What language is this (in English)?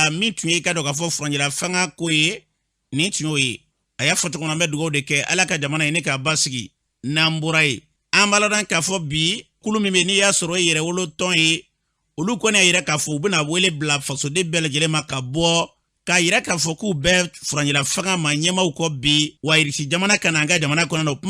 Bambara